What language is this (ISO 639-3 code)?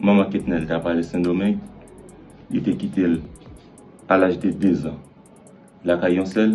hat